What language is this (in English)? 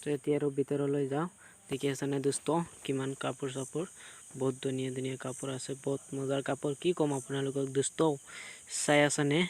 Assamese